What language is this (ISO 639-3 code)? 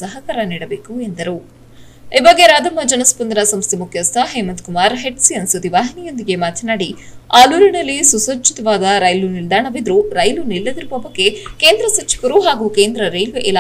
kan